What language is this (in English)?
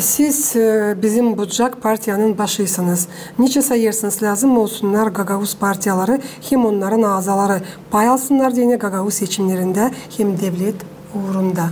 Gagauz